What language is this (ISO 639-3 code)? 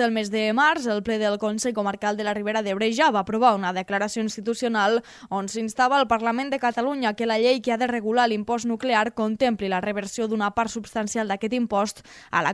cat